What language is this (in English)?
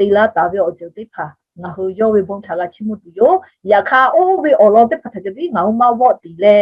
Lahu